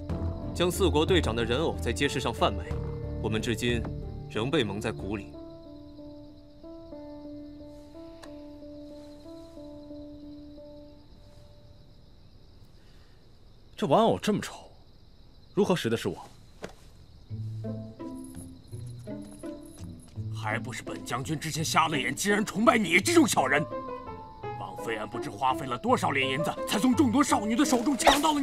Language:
Chinese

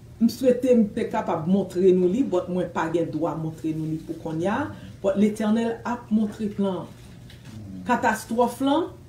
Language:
Haitian Creole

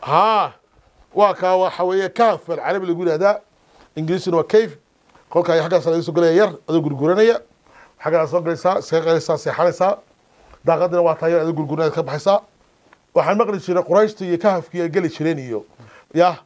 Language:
Somali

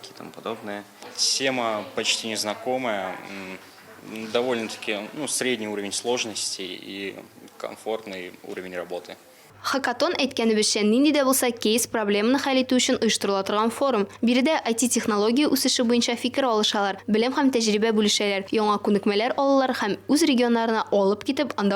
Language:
Tatar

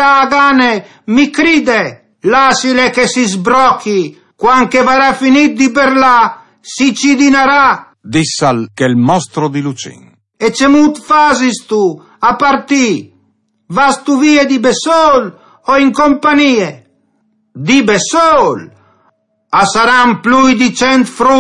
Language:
Friulian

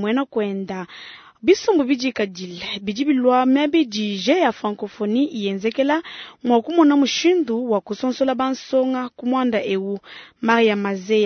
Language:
Luba-Lulua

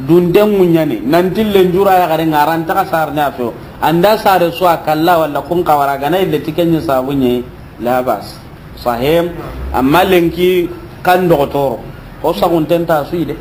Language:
Soninke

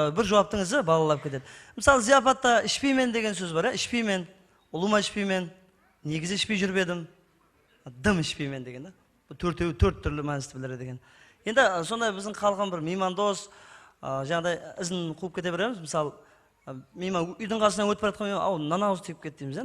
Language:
Kara-Kalpak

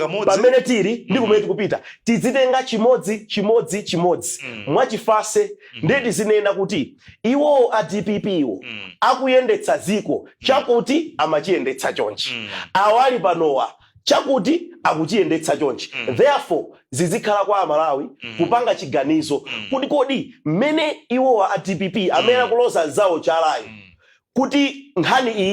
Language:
Nyanja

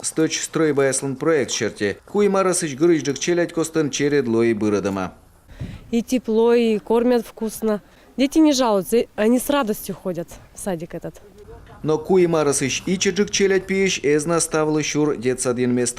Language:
Komi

